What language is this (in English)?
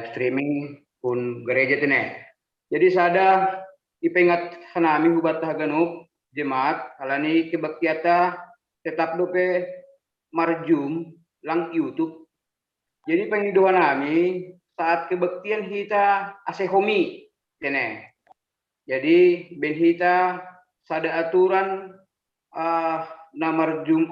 Batak Simalungun